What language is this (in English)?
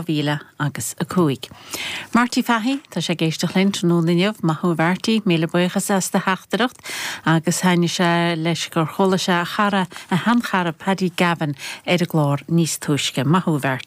Irish